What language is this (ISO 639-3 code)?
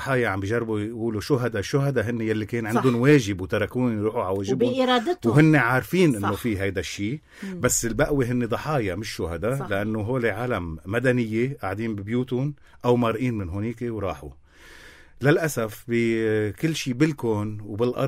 apc